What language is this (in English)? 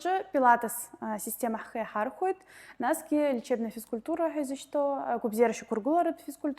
Abkhazian